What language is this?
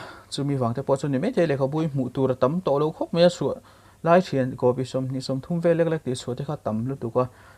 Mizo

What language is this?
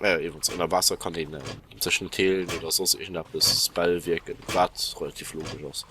Luxembourgish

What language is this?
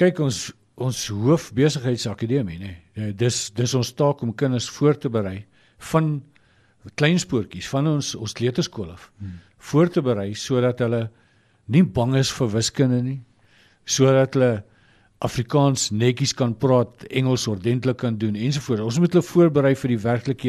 Afrikaans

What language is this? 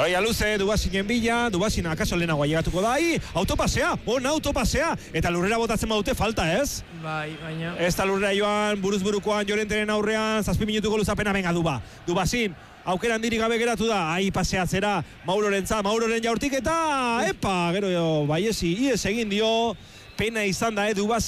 Basque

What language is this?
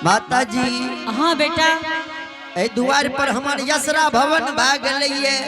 Angika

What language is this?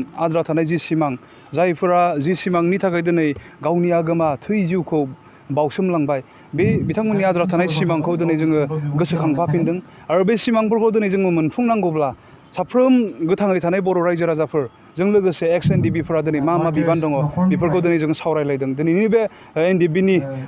Bodo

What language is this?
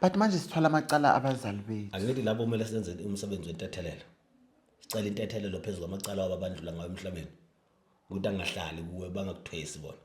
Zulu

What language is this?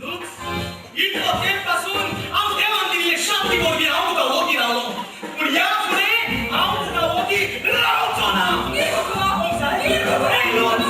Konkani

